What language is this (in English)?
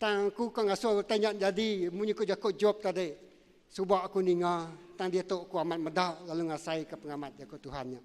Iban